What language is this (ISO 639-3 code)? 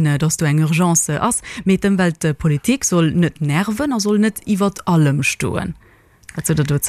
ltz